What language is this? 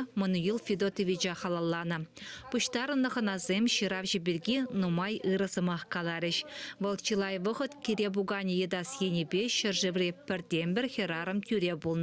Chuvash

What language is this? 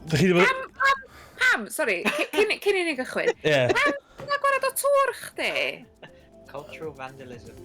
Welsh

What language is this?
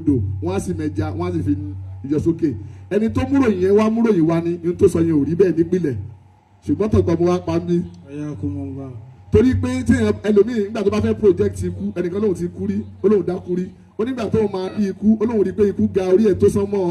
Yoruba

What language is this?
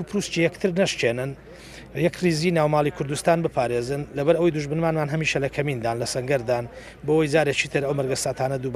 Central Kurdish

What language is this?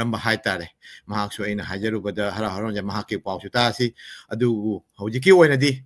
Manipuri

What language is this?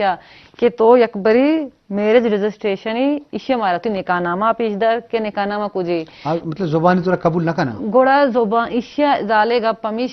Eastern Balochi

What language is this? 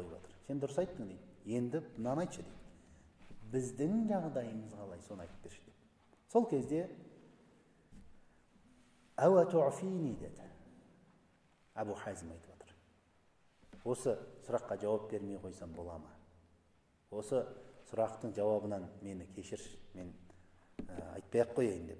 Kazakh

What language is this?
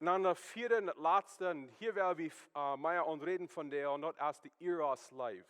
Plautdietsch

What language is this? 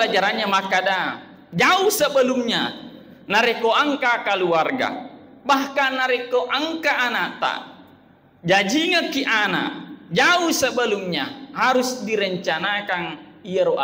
Buginese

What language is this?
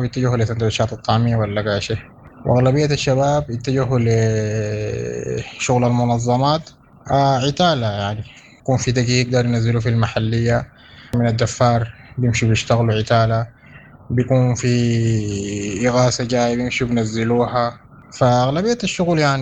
Sudanese Arabic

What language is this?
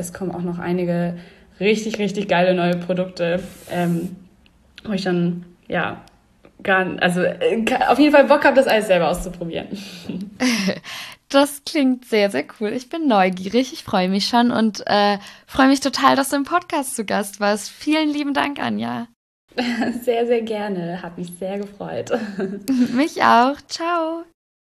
German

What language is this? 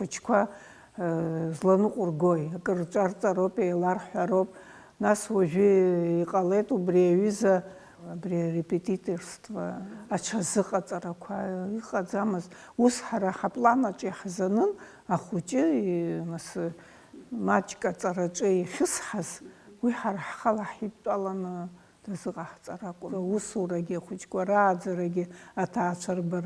Abkhazian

